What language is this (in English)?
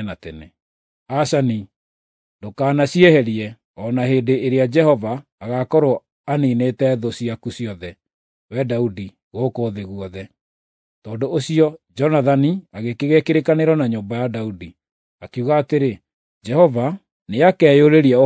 Kikuyu